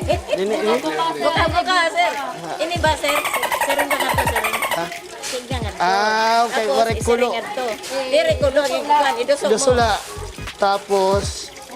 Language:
Waray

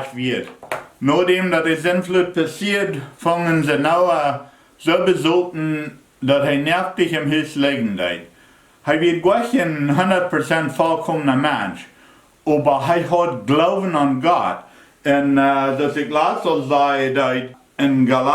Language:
Plautdietsch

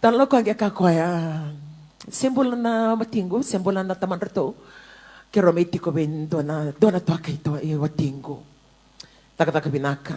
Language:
Fijian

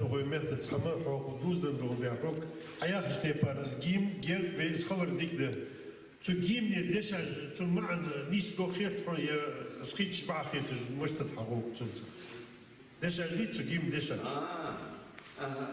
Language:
Ingush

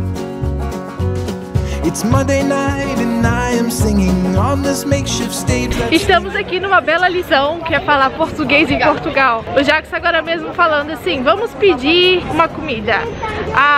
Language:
Portuguese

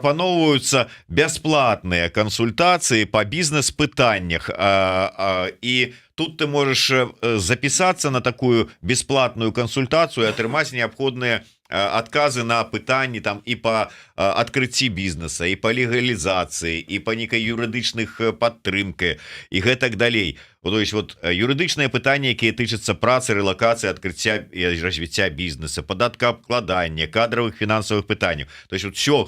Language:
Belarusian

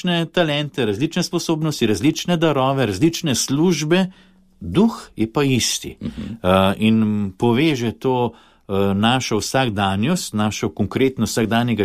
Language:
Slovenian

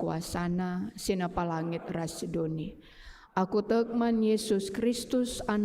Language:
Batak Karo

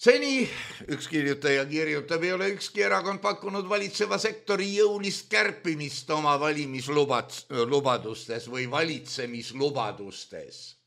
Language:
Estonian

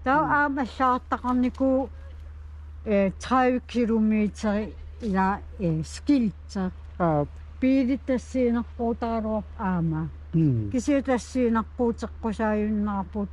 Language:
Kalaallisut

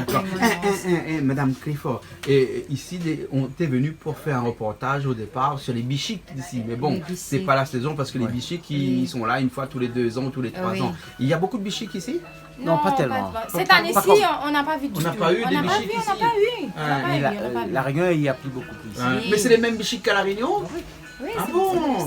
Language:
Réunion Creole French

